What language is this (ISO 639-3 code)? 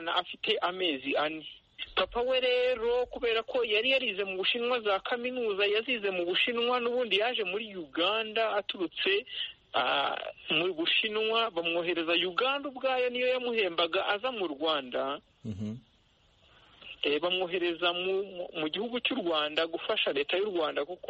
kin